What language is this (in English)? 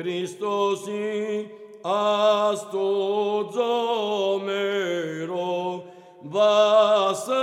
Armenian